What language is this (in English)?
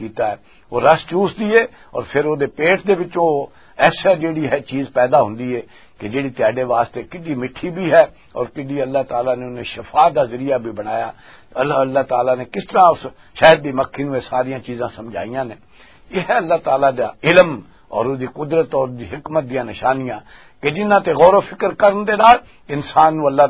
Western Panjabi